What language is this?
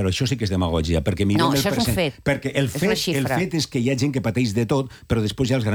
Catalan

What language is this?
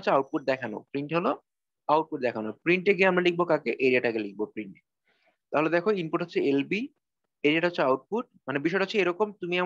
Bangla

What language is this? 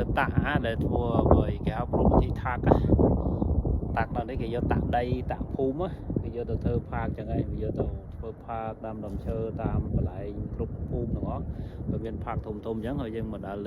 Khmer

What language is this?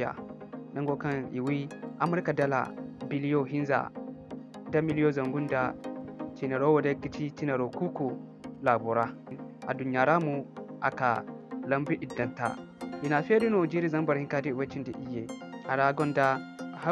Zarma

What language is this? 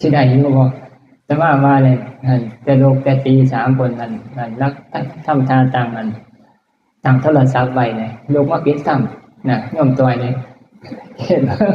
Northeastern Thai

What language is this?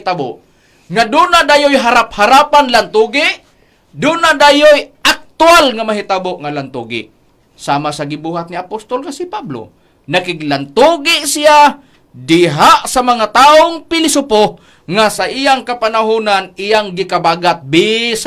Cebuano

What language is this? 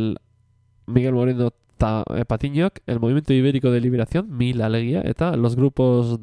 Basque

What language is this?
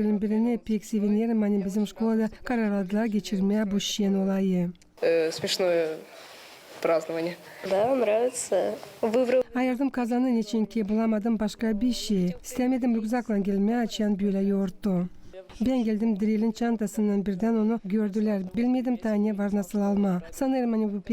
Gagauz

